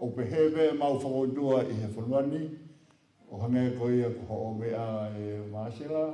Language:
Tongan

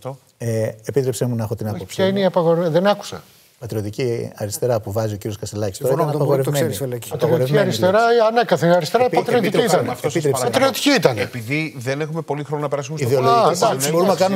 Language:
Greek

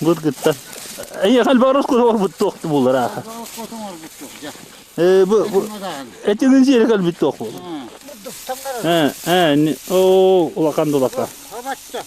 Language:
Yakut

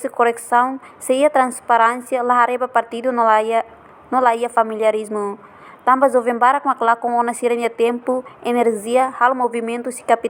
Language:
Tetum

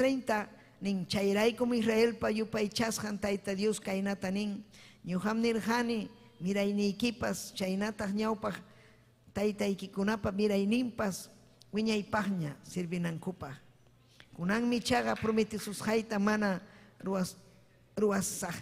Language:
Ayacucho Quechua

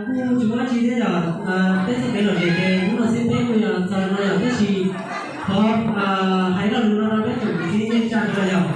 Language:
Hmong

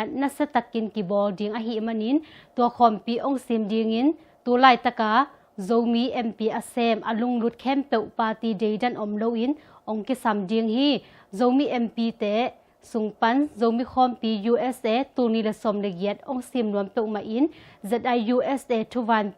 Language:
Tedim Chin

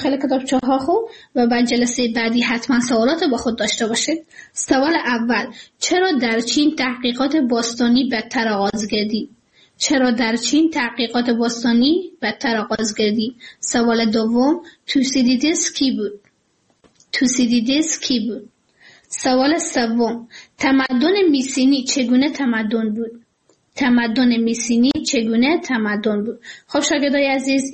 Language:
Persian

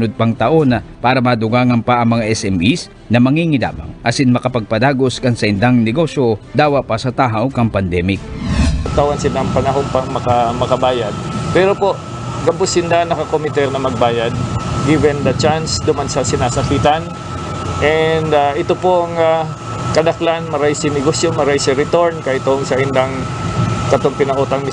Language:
Bikol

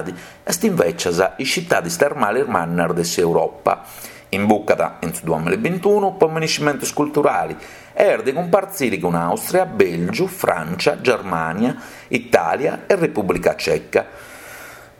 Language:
Sardinian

